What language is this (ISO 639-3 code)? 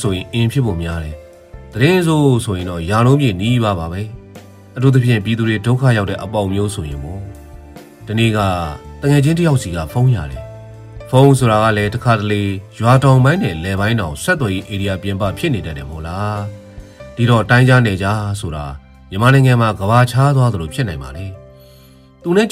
mya